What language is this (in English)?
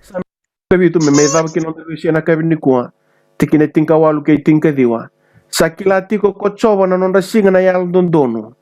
Fijian